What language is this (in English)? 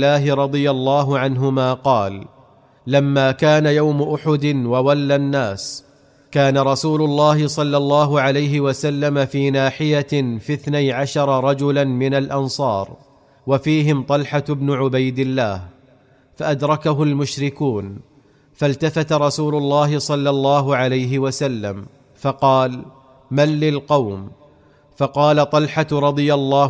Arabic